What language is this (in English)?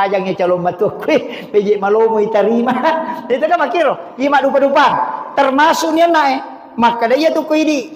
Buginese